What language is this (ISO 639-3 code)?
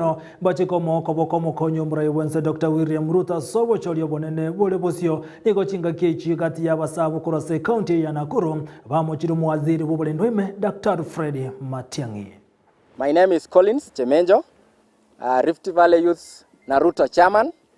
guz